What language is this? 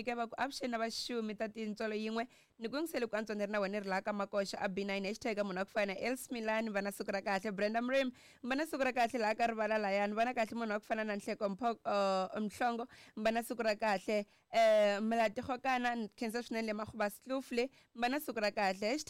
Tsonga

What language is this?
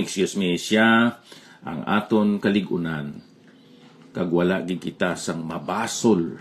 Hiligaynon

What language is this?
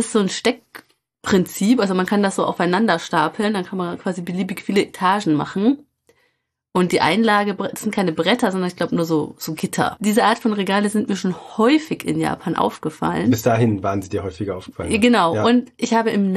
German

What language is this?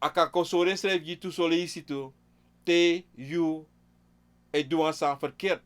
Sranan Tongo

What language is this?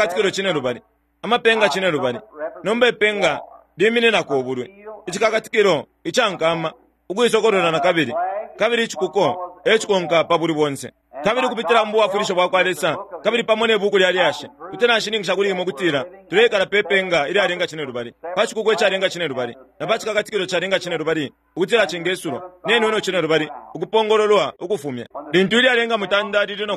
Bemba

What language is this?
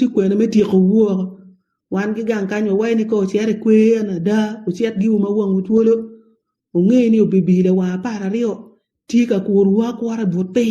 Acoli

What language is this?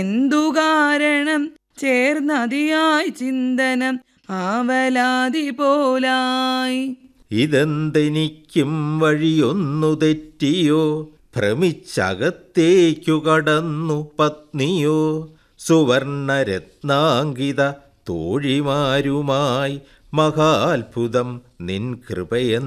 Malayalam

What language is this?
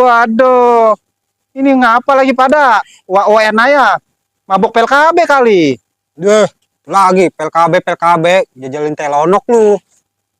Betawi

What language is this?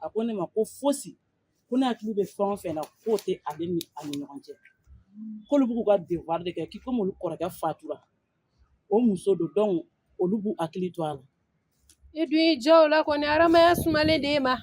Bambara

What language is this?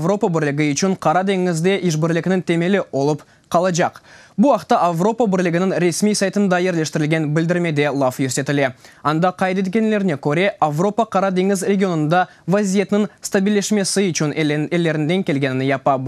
Crimean Tatar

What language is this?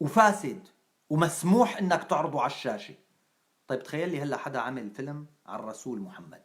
North Levantine Arabic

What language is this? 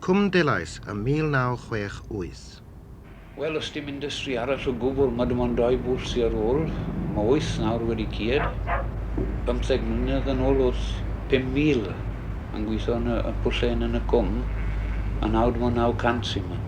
Welsh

